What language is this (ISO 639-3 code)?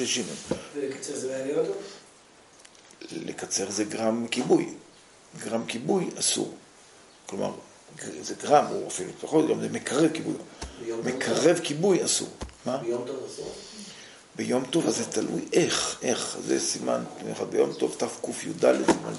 heb